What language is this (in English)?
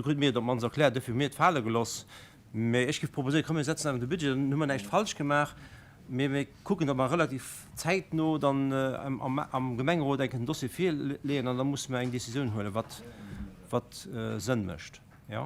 Luxembourgish